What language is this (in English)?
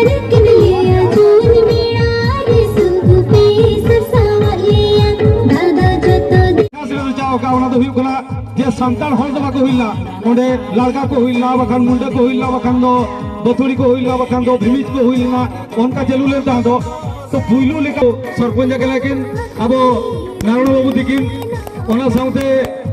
Santali